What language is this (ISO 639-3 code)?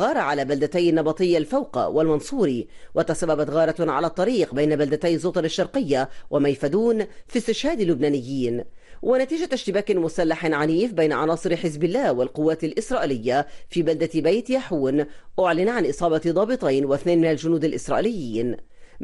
ara